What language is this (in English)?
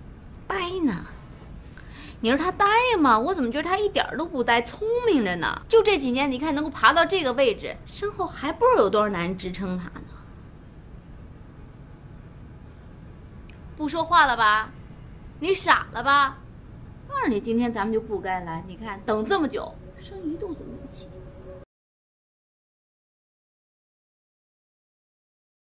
Chinese